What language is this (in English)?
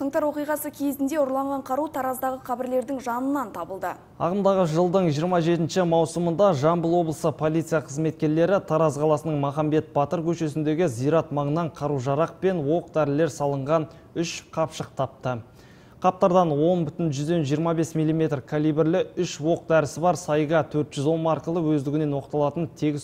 Kazakh